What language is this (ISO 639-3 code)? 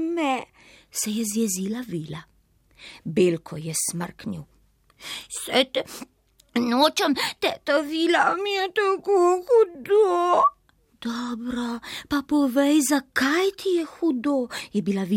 slv